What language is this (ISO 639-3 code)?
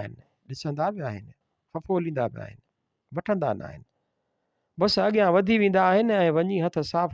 snd